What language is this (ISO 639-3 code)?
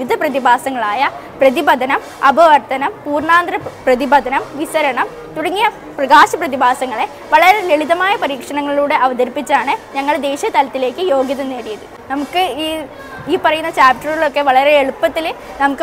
mal